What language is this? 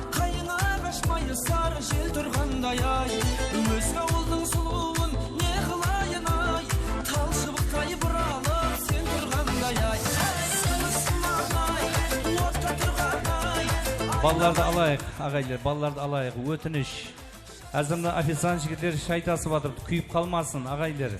Kara-Kalpak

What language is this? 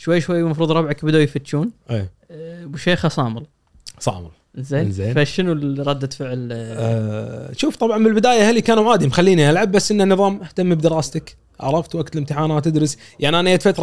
Gulf Arabic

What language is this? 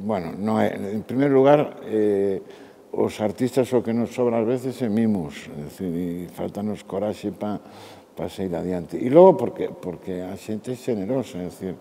Galician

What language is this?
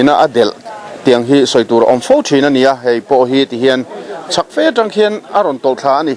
Mizo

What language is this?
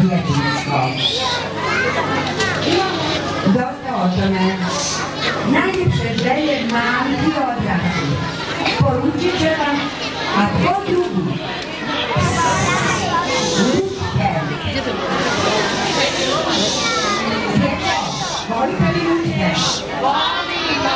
Bosnian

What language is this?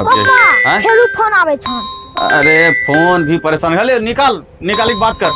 Angika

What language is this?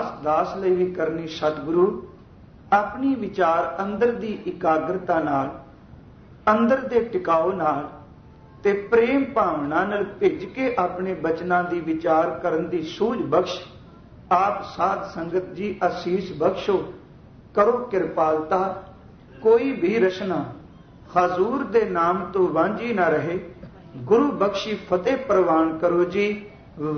Punjabi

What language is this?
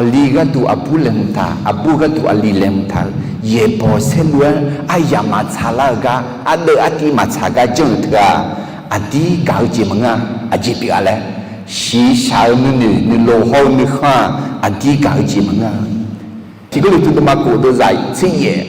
Akha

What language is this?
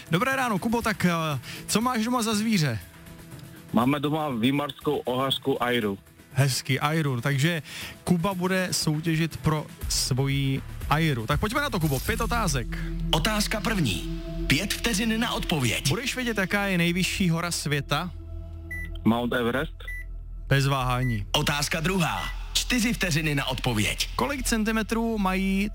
Czech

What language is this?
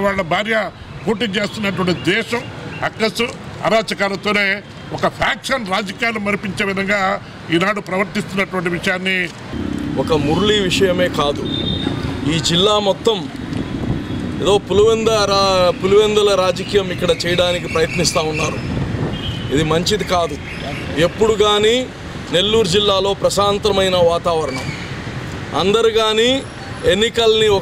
Telugu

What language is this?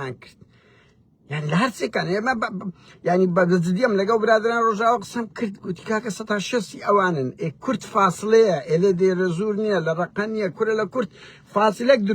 Central Kurdish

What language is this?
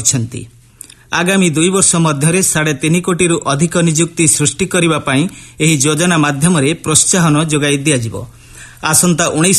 Odia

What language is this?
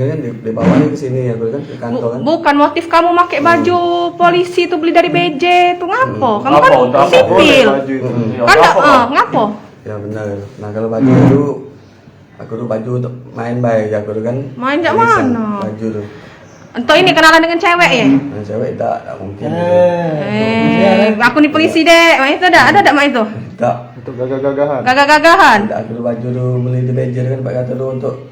Musi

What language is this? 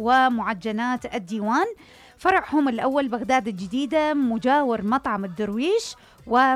Mesopotamian Arabic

